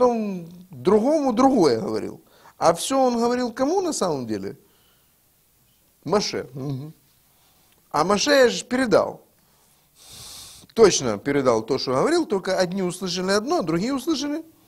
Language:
Russian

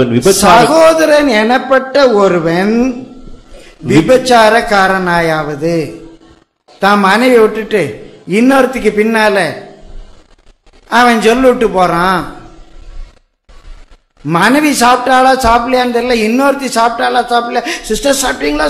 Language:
Tamil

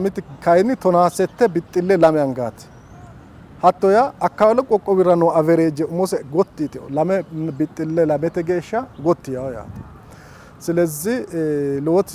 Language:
Sidamo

